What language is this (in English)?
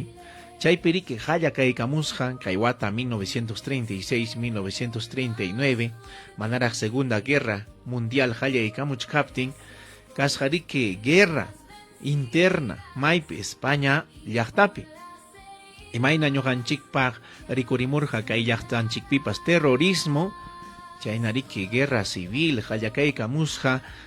Ayacucho Quechua